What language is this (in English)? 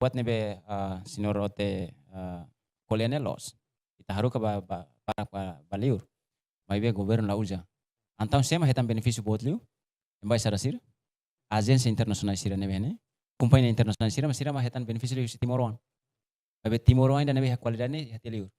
Tetum